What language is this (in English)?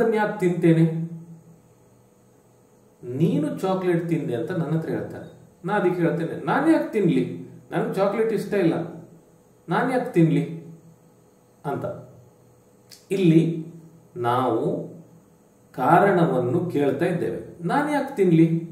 Kannada